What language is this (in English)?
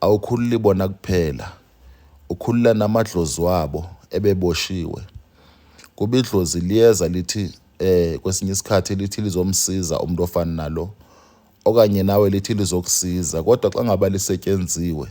Zulu